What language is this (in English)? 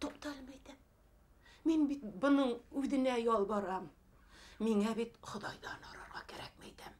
Bashkir